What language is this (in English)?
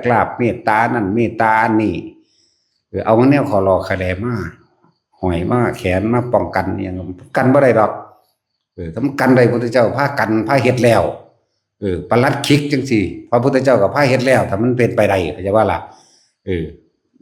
Northeastern Thai